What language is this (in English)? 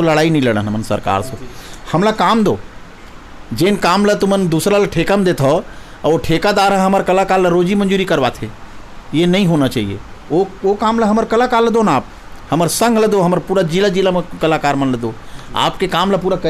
Chhattisgarhi